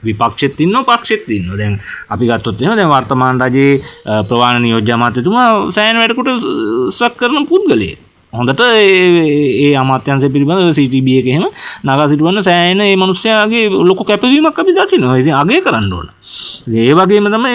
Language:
Sinhala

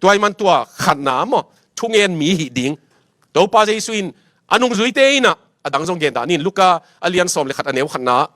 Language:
Tedim Chin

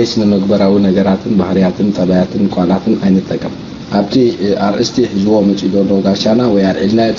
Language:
Tigrinya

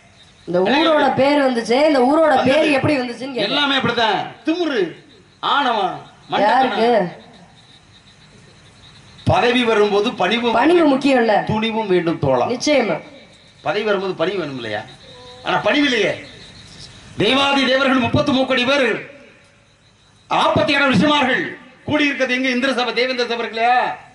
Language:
Tamil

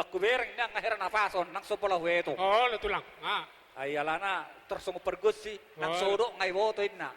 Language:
Batak Toba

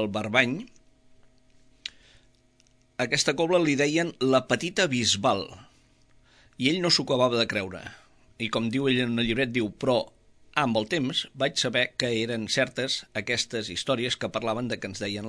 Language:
Catalan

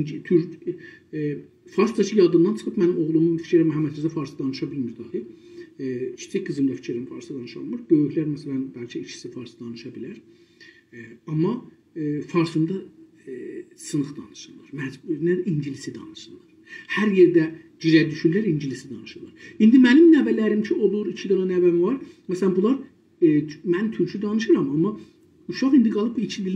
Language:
South Azerbaijani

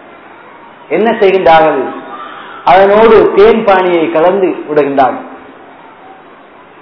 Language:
Tamil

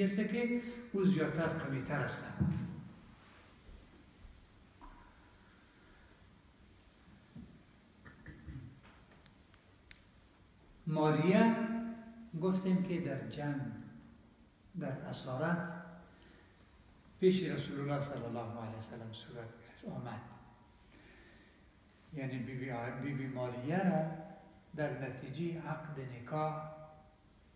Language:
Persian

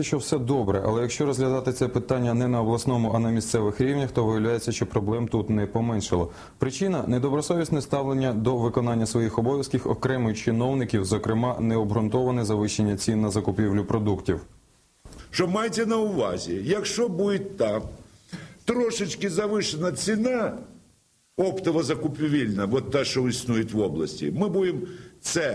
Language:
Ukrainian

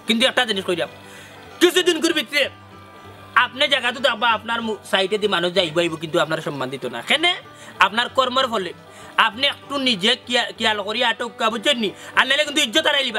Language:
Sylheti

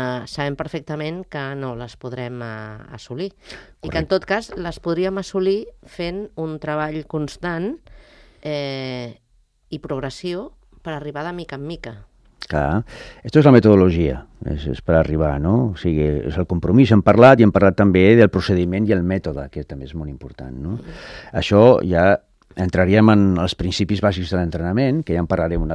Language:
Catalan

